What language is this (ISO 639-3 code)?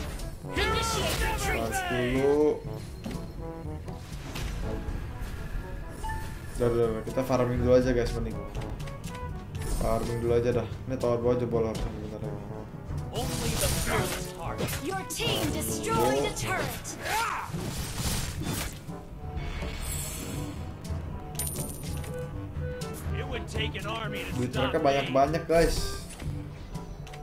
ind